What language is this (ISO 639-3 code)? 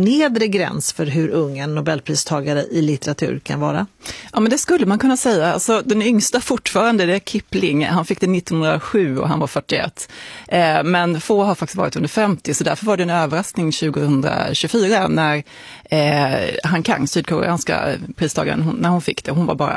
swe